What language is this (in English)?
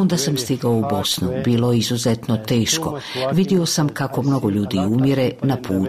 Bosnian